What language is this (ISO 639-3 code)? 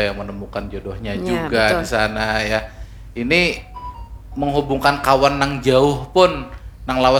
bjn